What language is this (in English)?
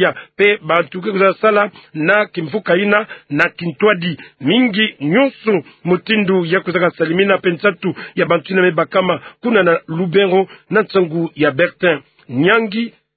Kituba (Democratic Republic of Congo)